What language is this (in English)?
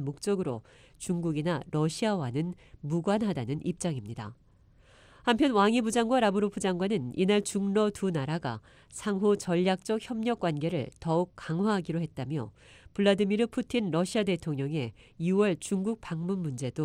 Korean